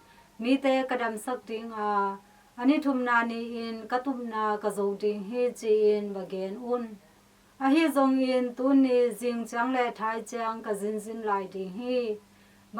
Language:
Tedim Chin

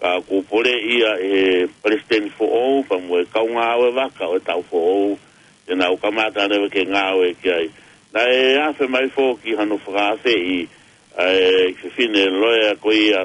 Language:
Tongan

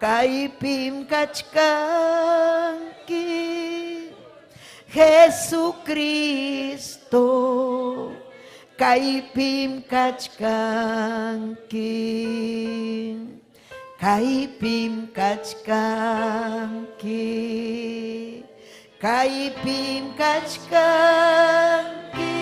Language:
Ayacucho Quechua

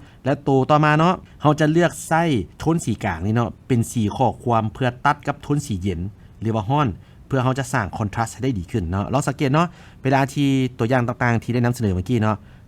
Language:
Lao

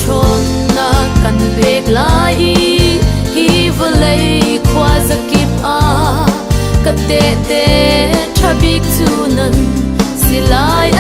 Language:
Hakha Chin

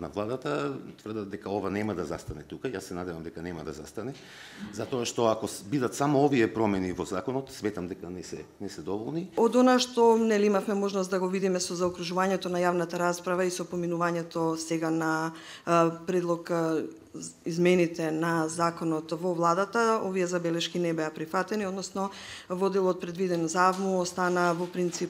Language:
Macedonian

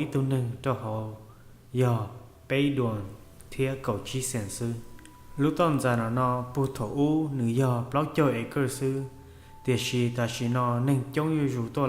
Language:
Hmong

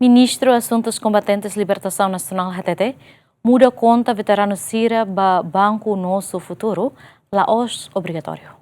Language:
Tetum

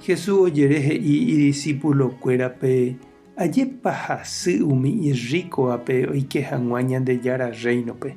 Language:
Guarani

